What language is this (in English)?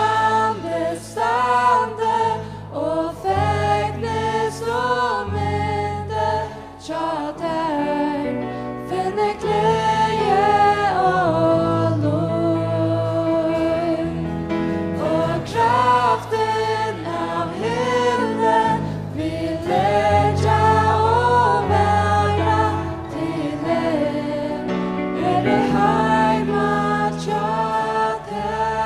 Faroese